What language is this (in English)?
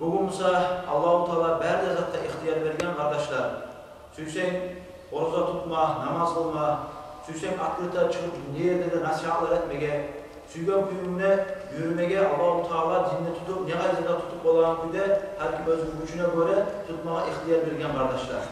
Kumyk